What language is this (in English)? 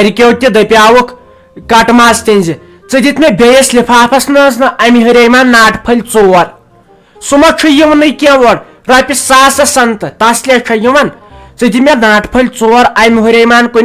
Kashmiri